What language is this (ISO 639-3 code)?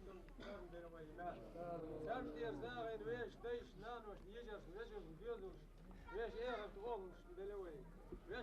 che